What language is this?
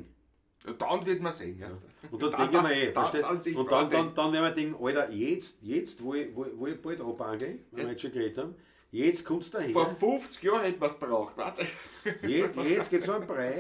Bavarian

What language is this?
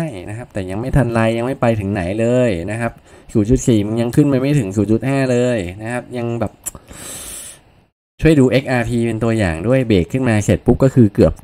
Thai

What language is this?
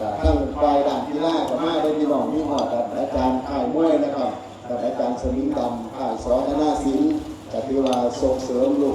Northeastern Thai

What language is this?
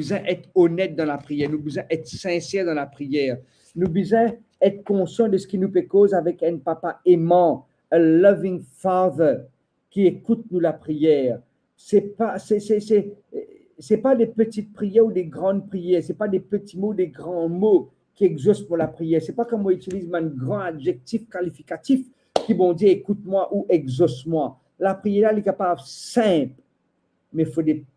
Morisyen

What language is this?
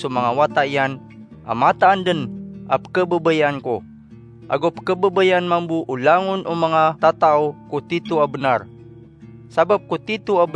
Maranao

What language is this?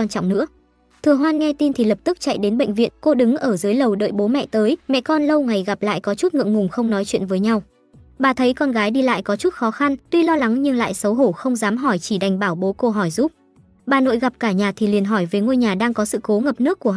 Vietnamese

